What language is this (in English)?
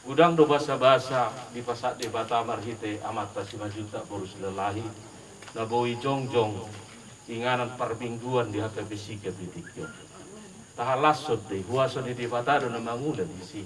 Batak Toba